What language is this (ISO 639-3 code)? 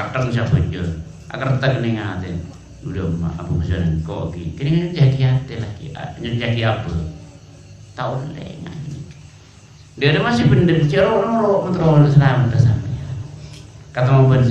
mad